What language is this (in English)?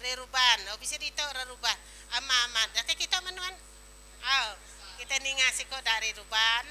Iban